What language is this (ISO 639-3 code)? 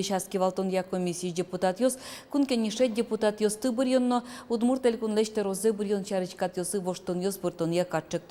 udm